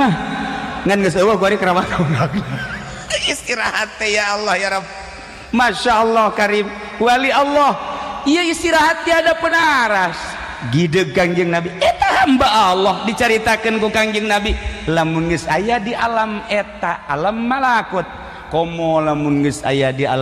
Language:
Sundanese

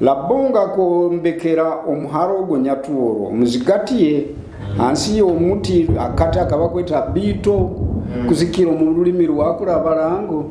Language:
Nyoro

